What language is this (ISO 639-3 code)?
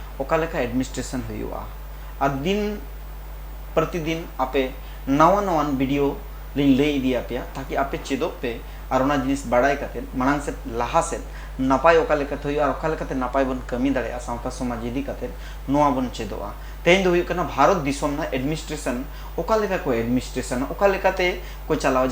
sat